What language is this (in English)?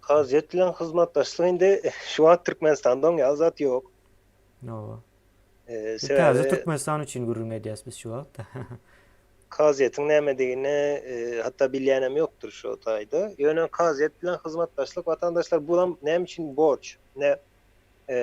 Turkmen